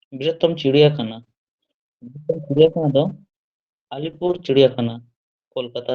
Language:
Santali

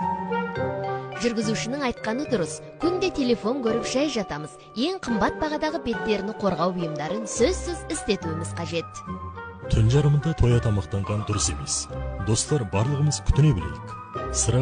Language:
Kazakh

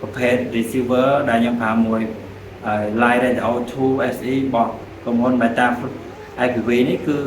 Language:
Khmer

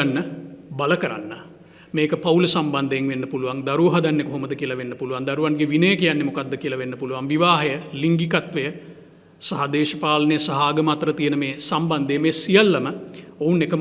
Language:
Sinhala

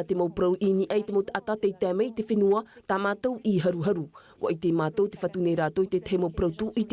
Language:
Tahitian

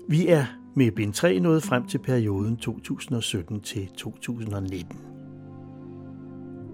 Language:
Danish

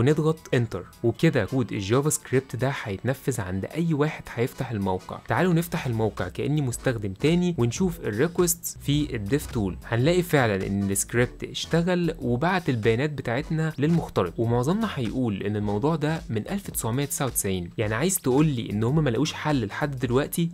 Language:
Egyptian Arabic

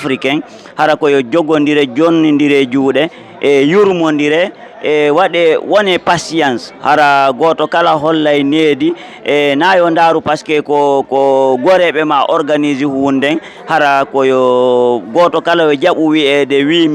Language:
Fula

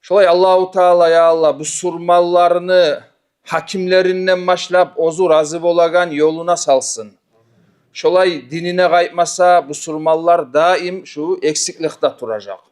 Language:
Kumyk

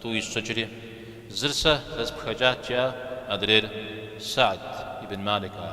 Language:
Kabardian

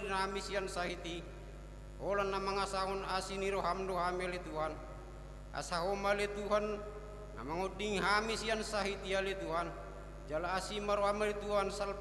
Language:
Batak Toba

